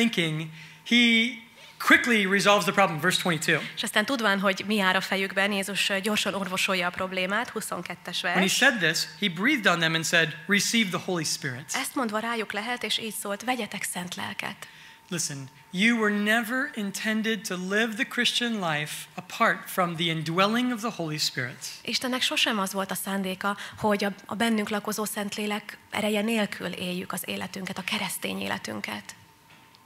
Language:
Hungarian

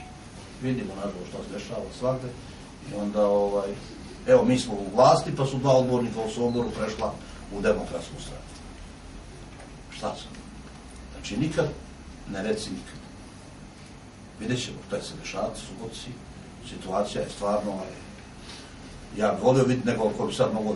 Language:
Serbian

